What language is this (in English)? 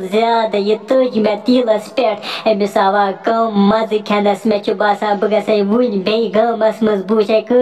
Kashmiri